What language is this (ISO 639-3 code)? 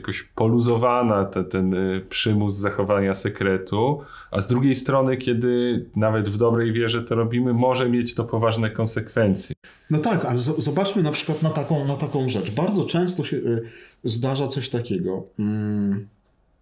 pol